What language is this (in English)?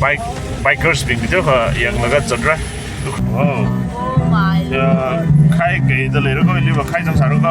Tangkhul Naga (India)